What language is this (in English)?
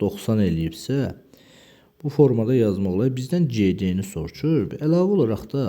Azerbaijani